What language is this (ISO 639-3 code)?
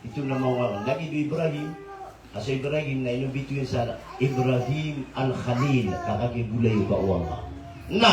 mrw